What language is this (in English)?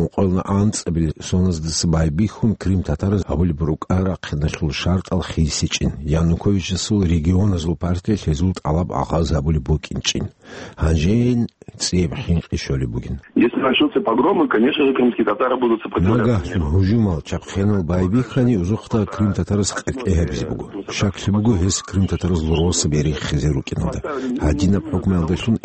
Avaric